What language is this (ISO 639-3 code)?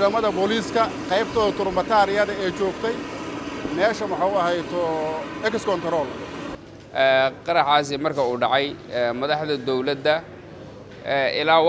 som